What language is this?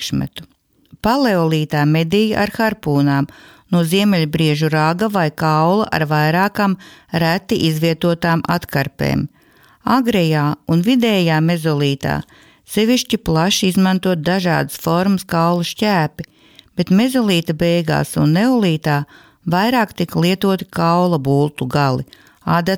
Latvian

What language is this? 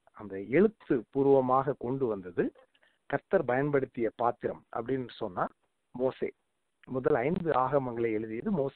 Tamil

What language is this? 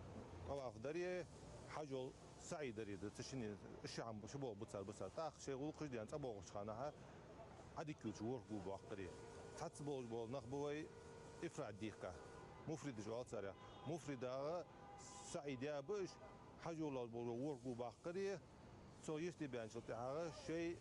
Ingush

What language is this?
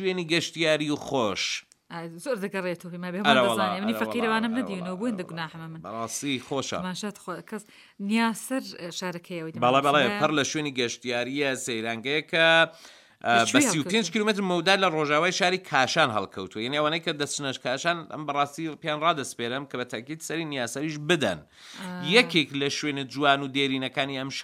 Central Kurdish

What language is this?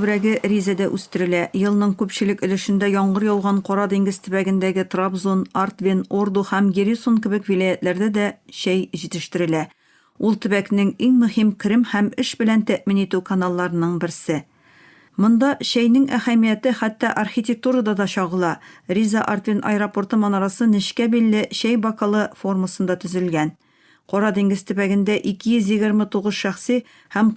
Tatar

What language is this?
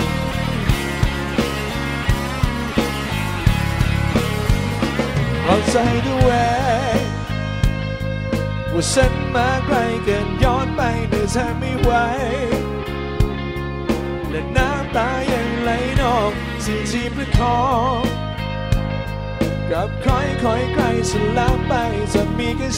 Thai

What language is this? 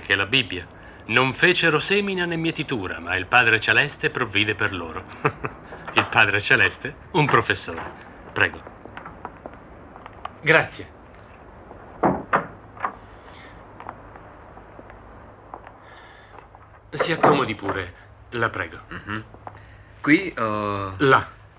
Italian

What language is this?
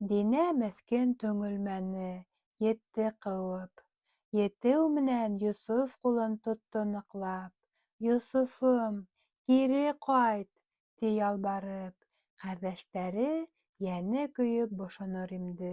Bashkir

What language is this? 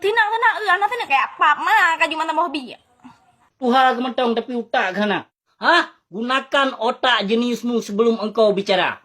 Achinese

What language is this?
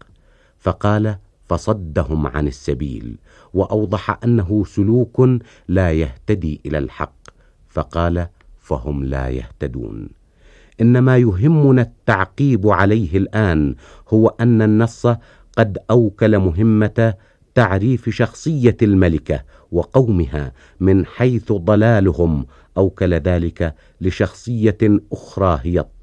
Arabic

